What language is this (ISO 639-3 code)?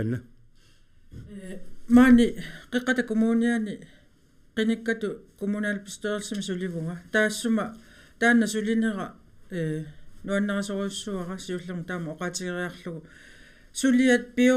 kal